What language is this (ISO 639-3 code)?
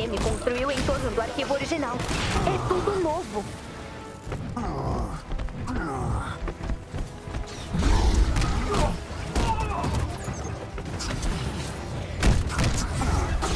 por